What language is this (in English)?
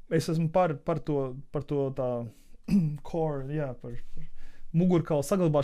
Latvian